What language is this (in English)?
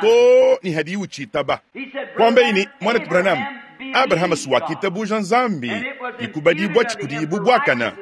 Luba-Lulua